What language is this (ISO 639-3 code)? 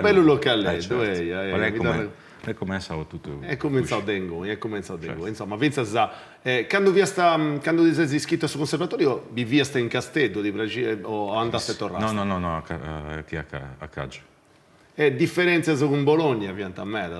srd